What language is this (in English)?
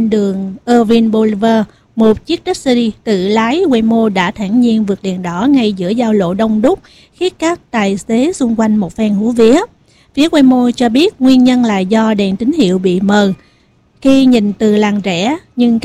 Vietnamese